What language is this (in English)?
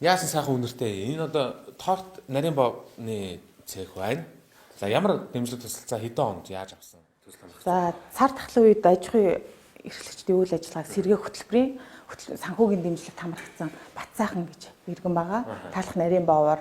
Mongolian